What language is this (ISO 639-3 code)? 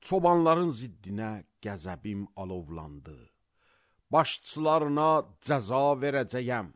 aze